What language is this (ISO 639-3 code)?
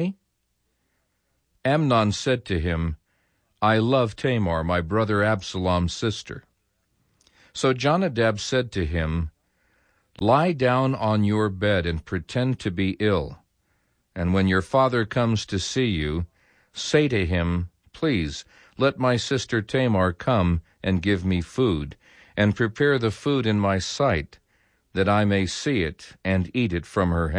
eng